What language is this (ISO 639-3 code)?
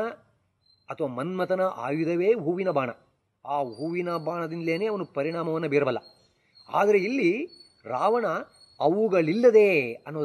kan